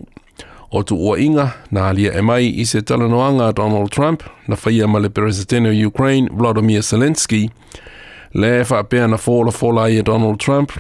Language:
Samoan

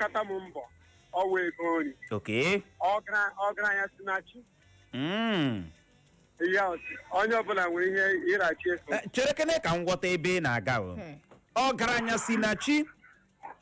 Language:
Igbo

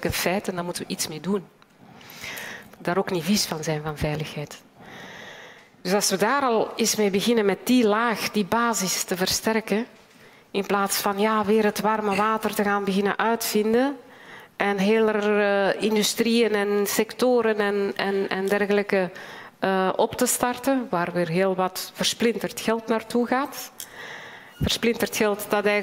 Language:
Dutch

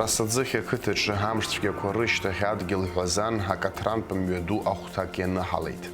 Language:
Abkhazian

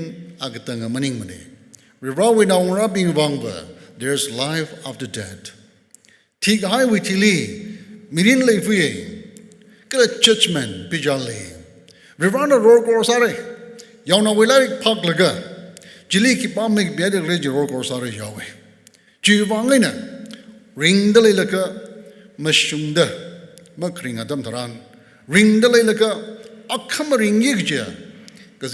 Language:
Tangkhul Naga (India)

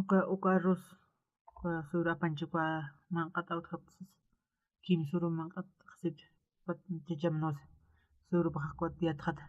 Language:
Aymara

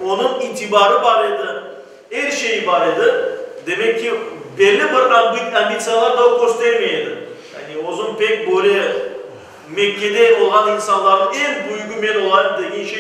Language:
Crimean Tatar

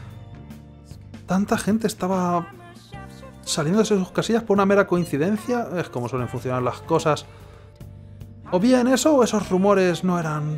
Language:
Spanish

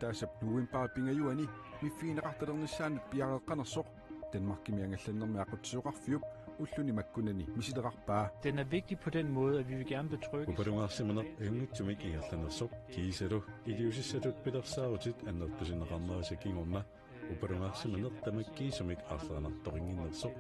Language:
Kalaallisut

